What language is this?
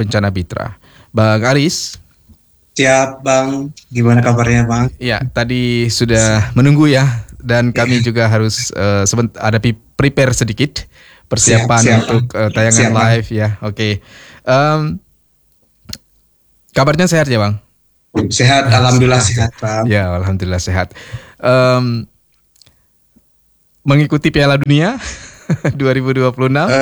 Indonesian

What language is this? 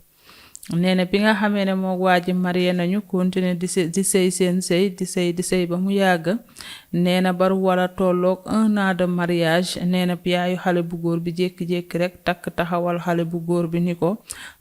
Wolof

